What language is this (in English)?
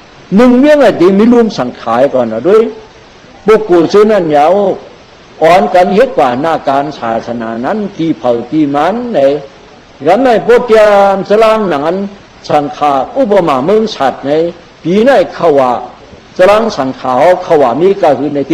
Shan